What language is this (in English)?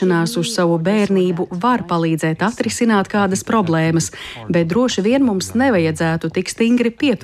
Latvian